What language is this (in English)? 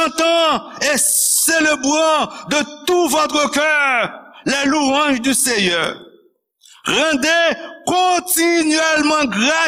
Haitian Creole